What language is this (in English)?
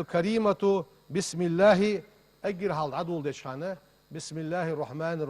Ingush